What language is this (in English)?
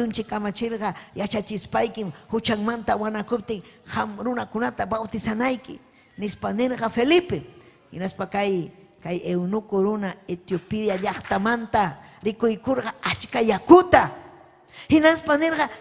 Ayacucho Quechua